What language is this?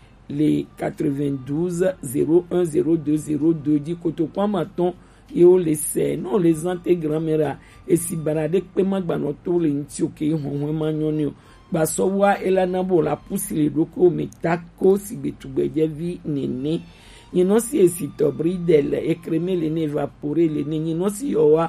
Gen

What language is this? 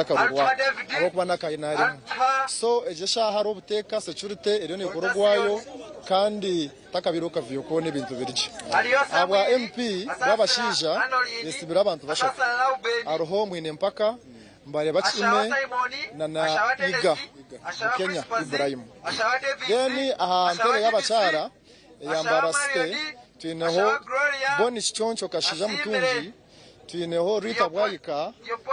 Nyankole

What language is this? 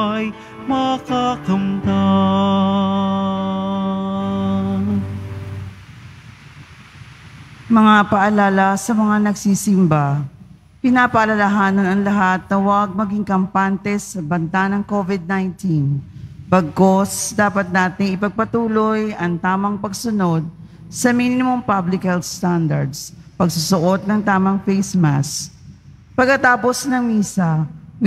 Filipino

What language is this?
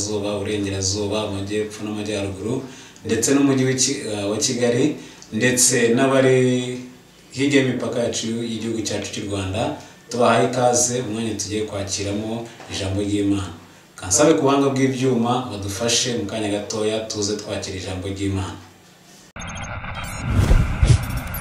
Kinyarwanda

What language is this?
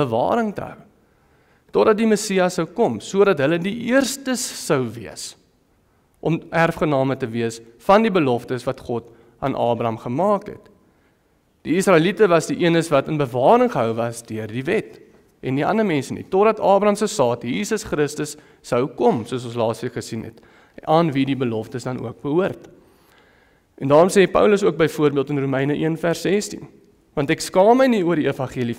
Afrikaans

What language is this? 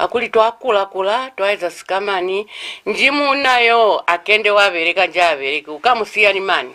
Lozi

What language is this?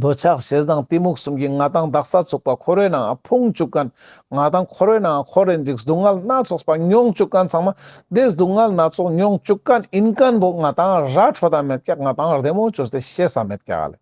Ladakhi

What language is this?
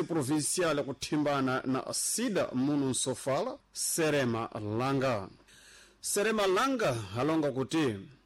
Sena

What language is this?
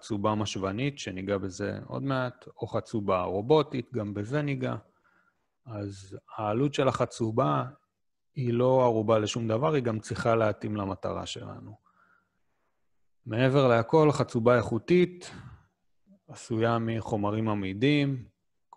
Hebrew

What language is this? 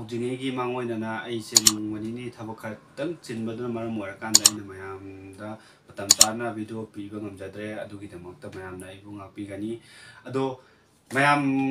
Manipuri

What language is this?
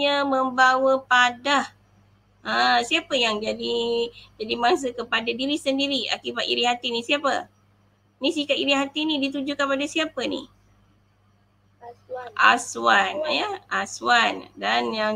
Malay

